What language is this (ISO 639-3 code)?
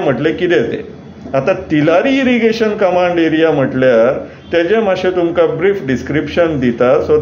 kok